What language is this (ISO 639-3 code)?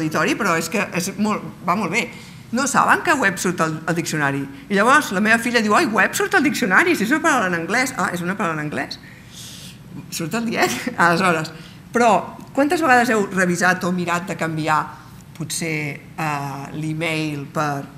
cat